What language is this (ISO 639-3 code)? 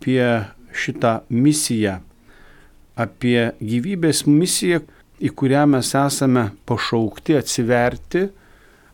lit